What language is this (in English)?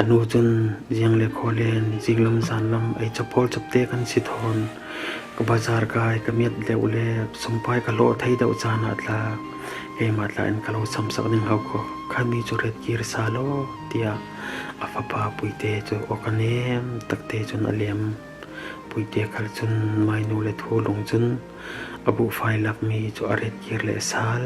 Falam Chin